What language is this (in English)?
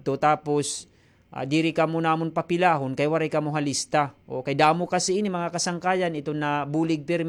Waray